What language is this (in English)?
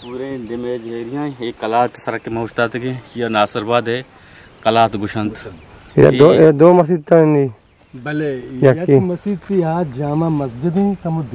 Eastern Balochi